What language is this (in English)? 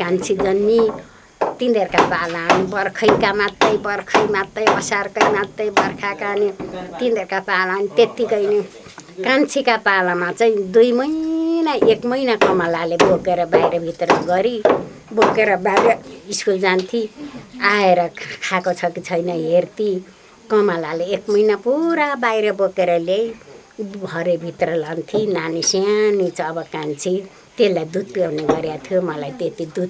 Nepali